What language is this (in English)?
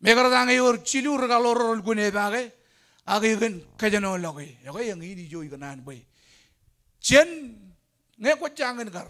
Marshallese